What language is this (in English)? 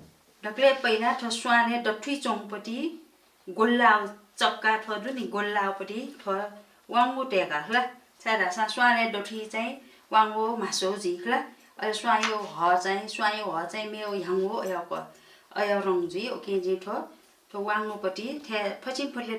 Newari